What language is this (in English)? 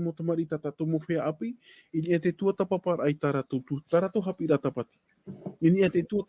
Tahitian